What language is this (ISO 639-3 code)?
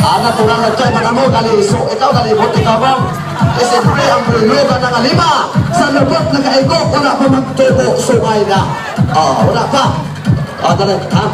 ceb